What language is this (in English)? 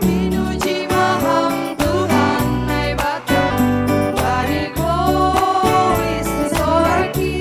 Batak Simalungun